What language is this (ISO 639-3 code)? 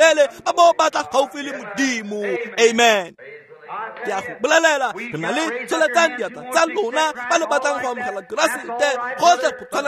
tsn